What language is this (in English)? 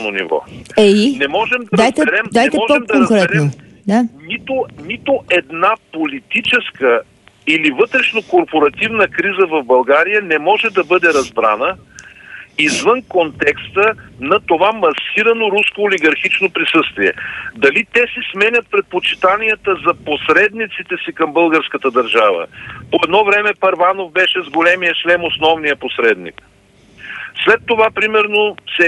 Bulgarian